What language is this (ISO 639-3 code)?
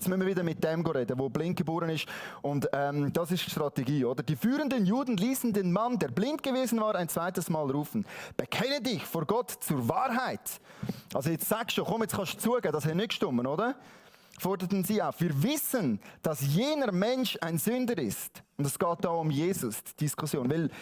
gsw